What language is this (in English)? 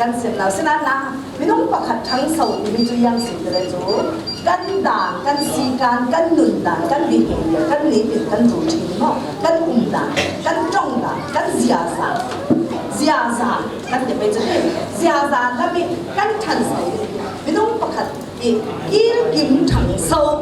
Falam Chin